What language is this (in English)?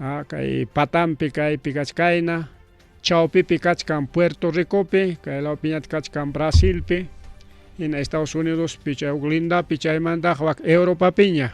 Ayacucho Quechua